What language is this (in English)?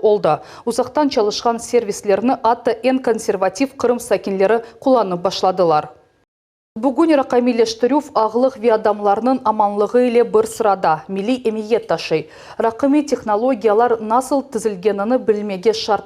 Crimean Tatar